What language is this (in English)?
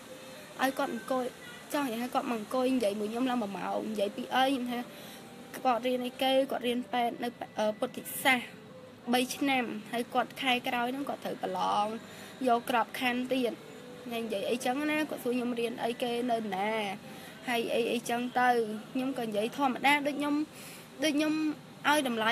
Khmer